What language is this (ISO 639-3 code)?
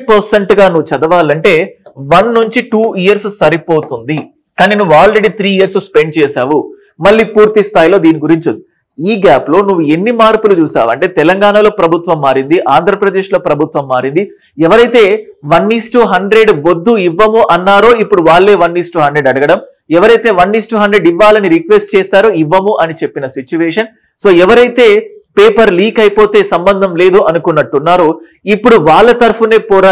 tel